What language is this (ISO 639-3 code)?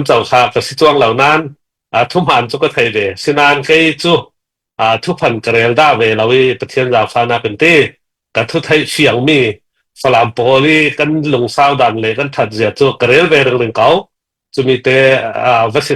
cfm